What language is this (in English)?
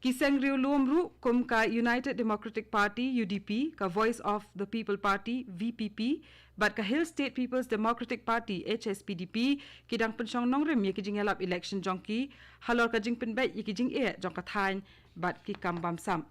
Khasi